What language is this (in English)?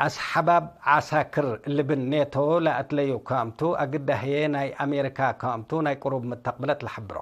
Tigre